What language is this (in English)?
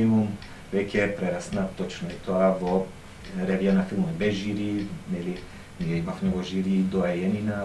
Macedonian